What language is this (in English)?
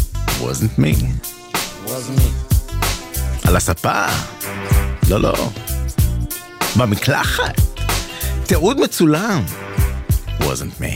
Hebrew